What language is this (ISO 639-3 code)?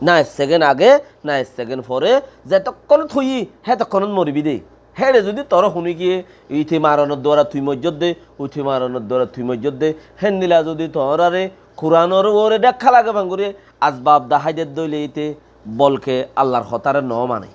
rhg